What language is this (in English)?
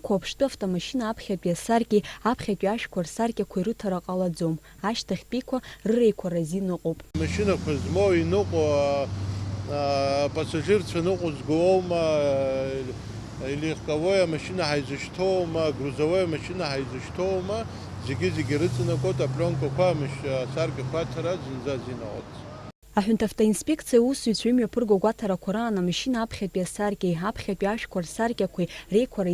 Abkhazian